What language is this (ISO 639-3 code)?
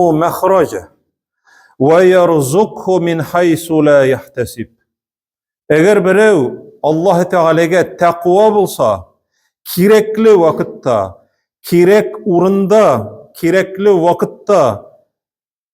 tat